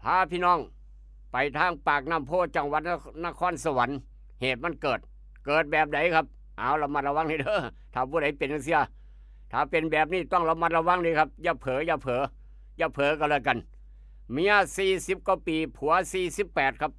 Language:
Northeastern Thai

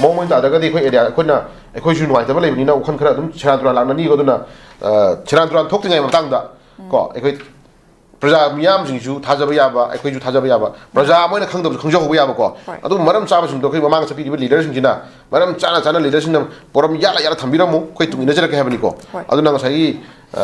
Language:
Manipuri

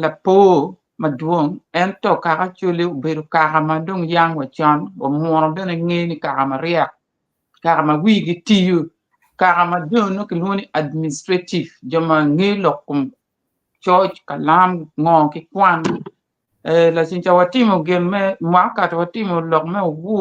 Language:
Acoli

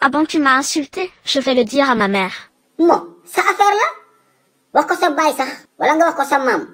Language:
Wolof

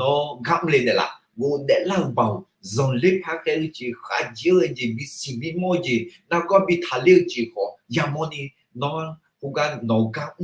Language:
Akha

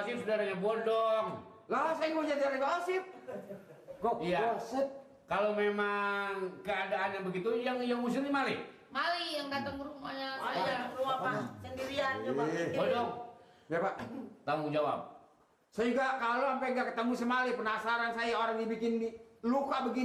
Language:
Betawi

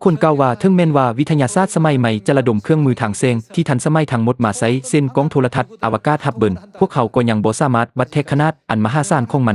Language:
Lao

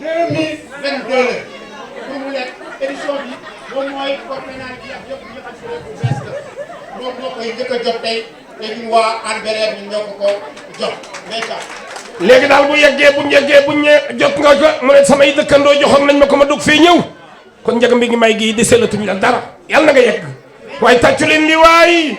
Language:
Wolof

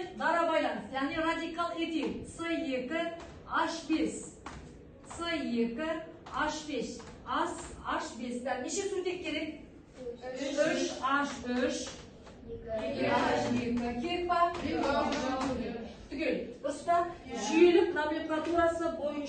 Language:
Kazakh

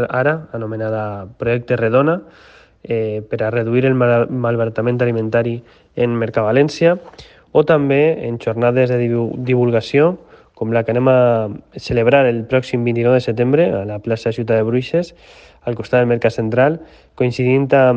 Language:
Catalan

